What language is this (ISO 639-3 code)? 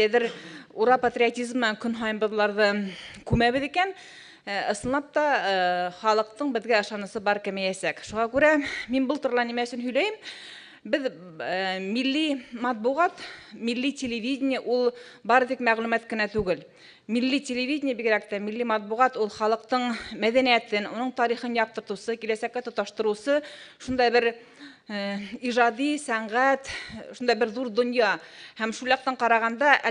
bak